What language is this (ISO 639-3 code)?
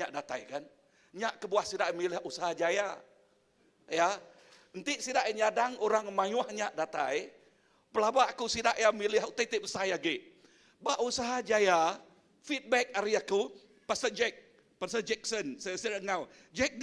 iba